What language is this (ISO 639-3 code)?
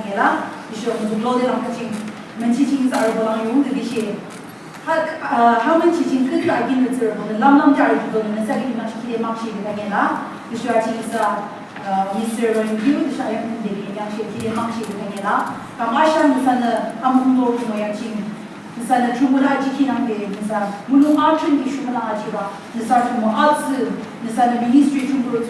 yim